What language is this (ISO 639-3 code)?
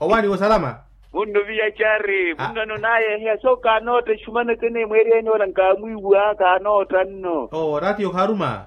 vmw